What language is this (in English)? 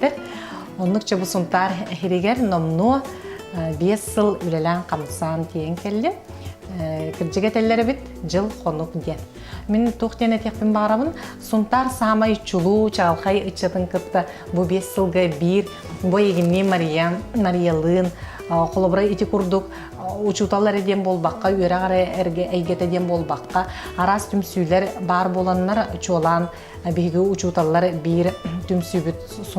Yakut